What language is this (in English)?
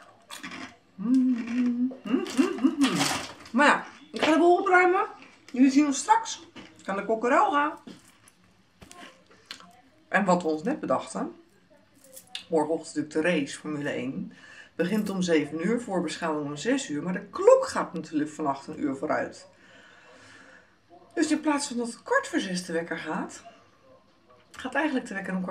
Dutch